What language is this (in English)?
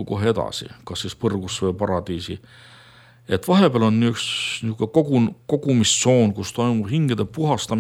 Estonian